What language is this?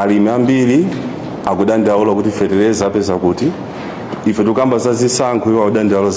Nyanja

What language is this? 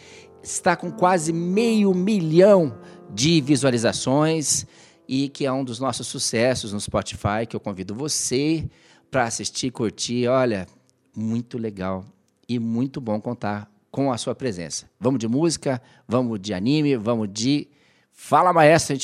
Portuguese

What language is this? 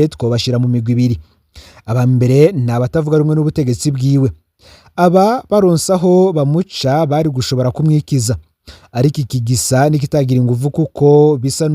Rundi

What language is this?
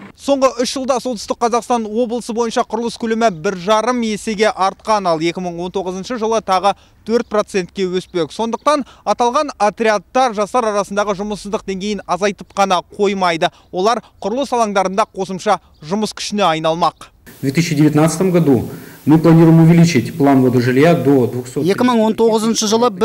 Kazakh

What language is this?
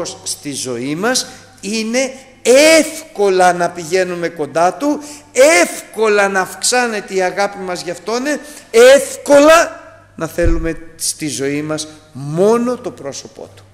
Greek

